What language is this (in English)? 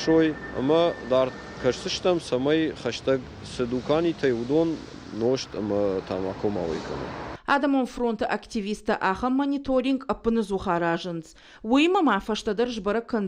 Ossetic